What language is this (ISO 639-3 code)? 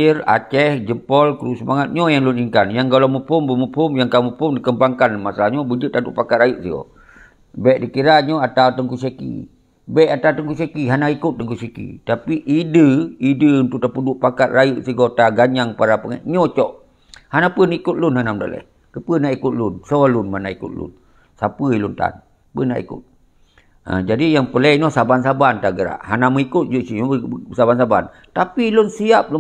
ace